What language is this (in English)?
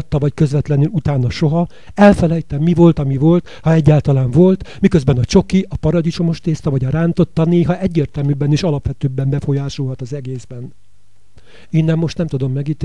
Hungarian